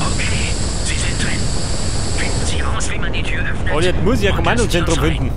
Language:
Bavarian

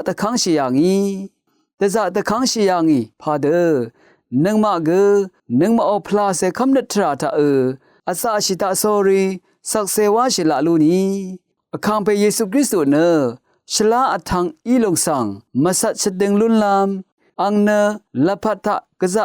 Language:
Rawang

